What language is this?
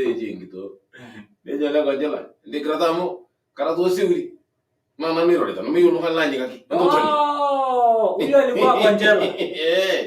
Masai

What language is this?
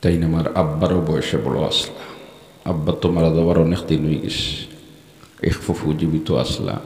Sylheti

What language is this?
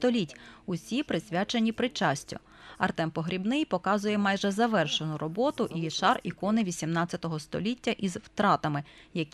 Ukrainian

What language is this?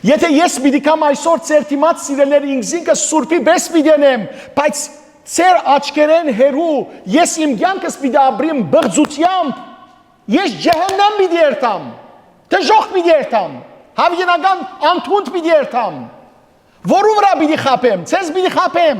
Western Armenian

